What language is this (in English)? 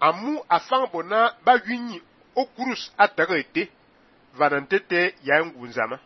Fang